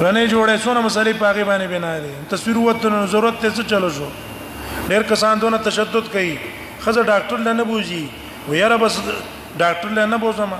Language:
Pashto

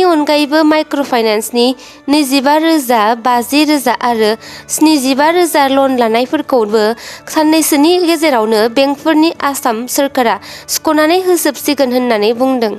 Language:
Bodo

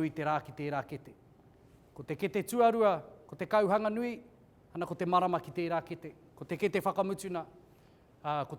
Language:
Māori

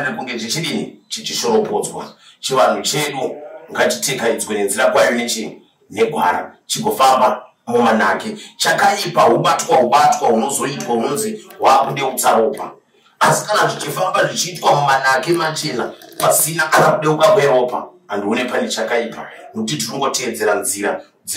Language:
Shona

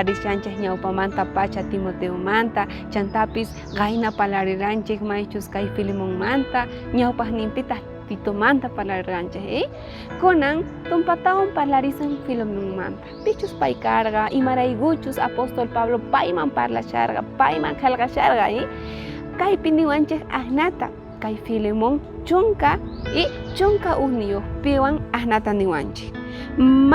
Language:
South Bolivian Quechua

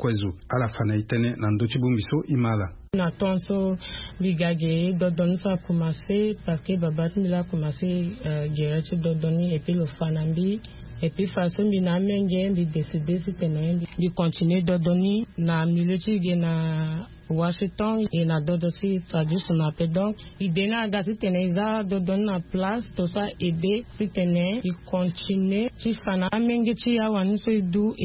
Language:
Sango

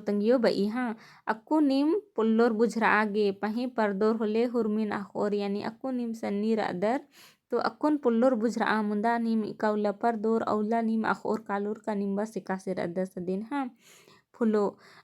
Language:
Kurukh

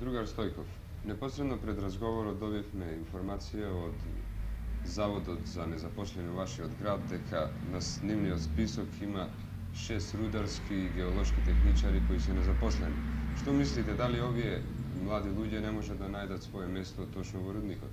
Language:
Macedonian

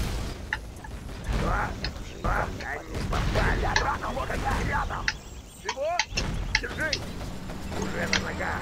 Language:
Russian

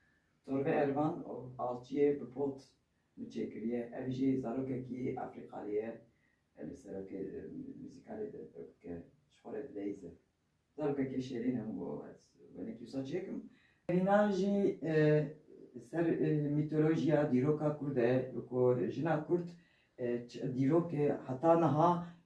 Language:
Kurdish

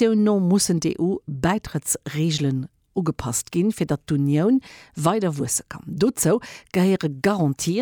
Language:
Luxembourgish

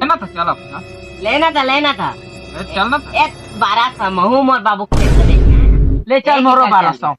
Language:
Chhattisgarhi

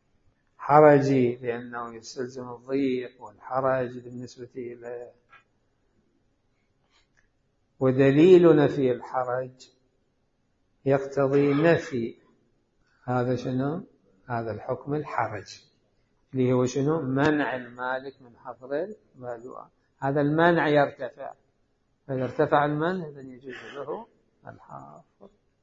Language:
Arabic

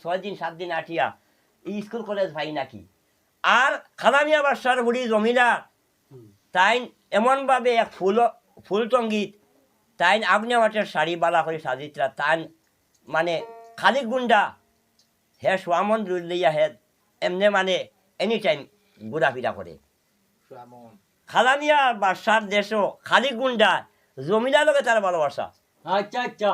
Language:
Sylheti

